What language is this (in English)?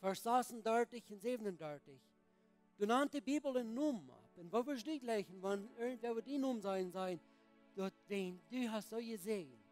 Plautdietsch